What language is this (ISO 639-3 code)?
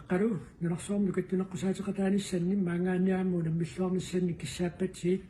kal